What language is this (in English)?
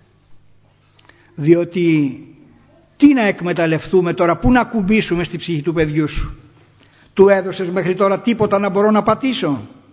Greek